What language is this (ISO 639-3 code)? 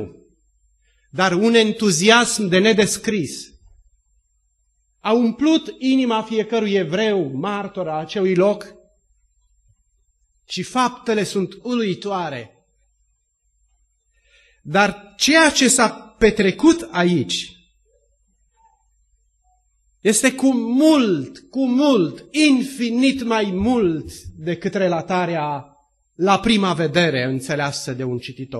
ron